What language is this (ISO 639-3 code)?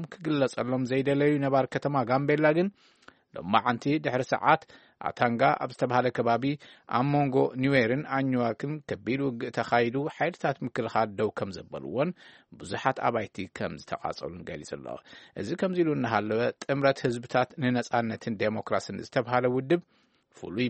tir